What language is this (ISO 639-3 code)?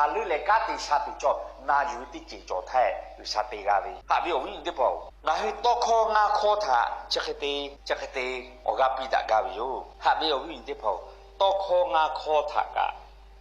lhu